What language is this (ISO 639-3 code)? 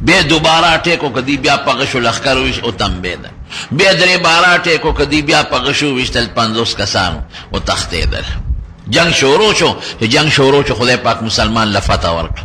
pus